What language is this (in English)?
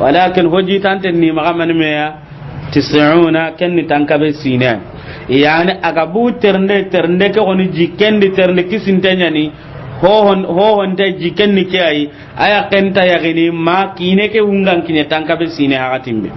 Soninke